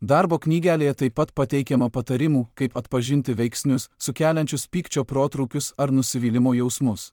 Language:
Lithuanian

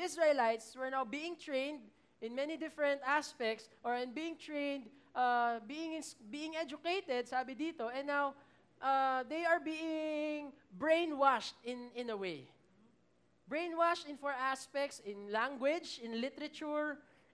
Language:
Filipino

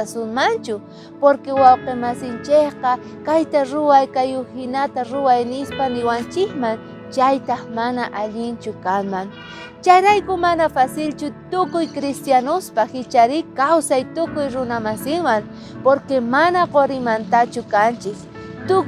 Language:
South Bolivian Quechua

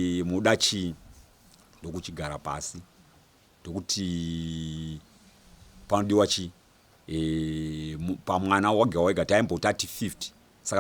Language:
Shona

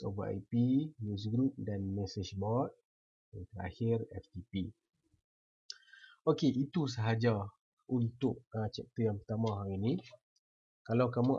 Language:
Malay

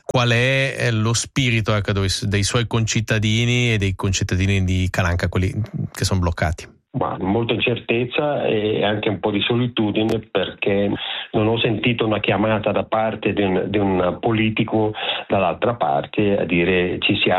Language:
Italian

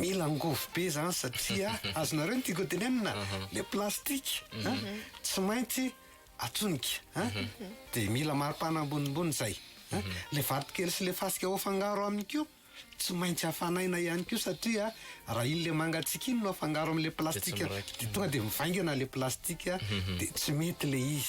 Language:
Malagasy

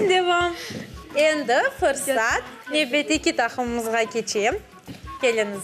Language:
Crimean Tatar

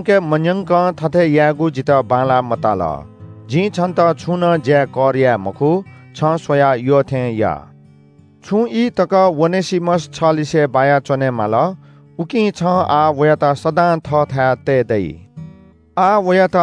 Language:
Newari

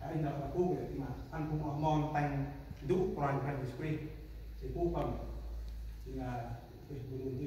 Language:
Central Mnong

